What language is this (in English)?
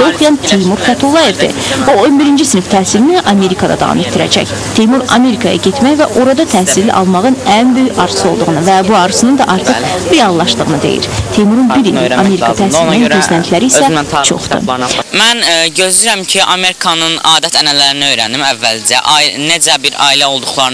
Azerbaijani